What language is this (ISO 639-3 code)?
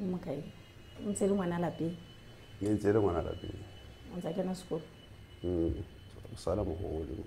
sot